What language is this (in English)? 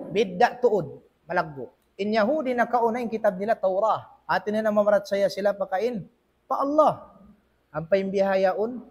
Tausug